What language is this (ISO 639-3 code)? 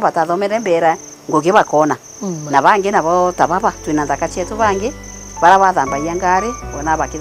mer